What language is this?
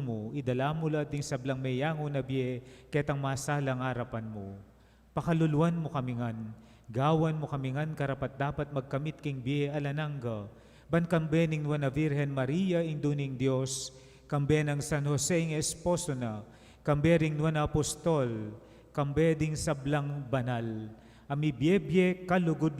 Pampanga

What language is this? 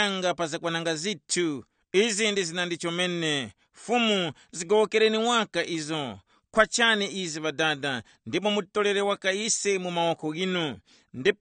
Tumbuka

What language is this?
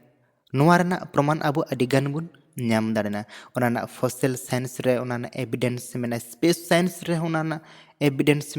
Santali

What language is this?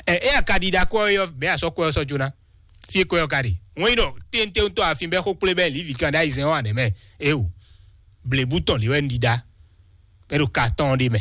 Fon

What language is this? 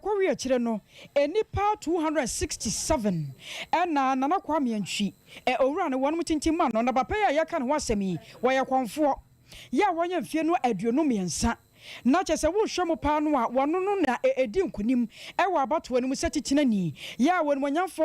Akan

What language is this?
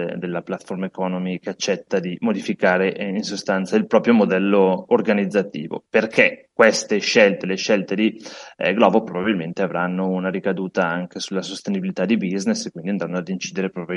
Italian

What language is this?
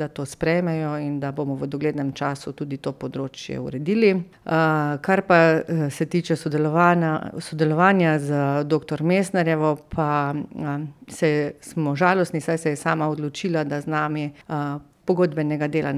Slovenian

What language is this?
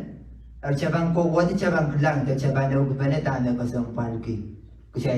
Pohnpeian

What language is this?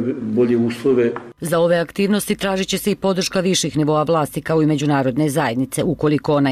Bosnian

